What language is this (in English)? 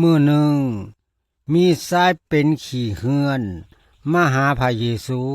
Lao